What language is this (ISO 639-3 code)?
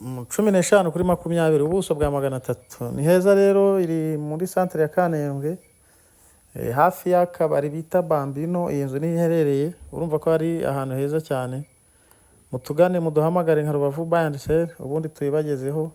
kin